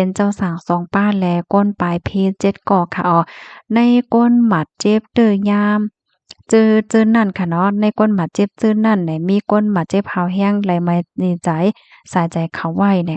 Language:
Shan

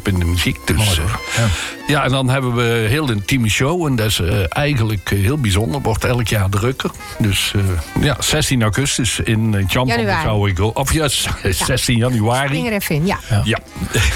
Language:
Dutch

